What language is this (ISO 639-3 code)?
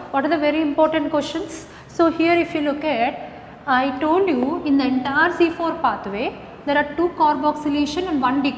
eng